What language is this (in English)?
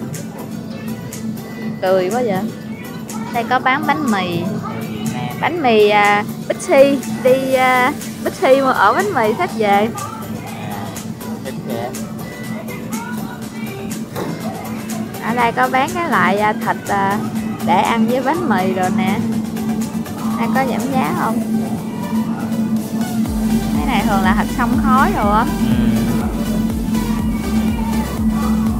Vietnamese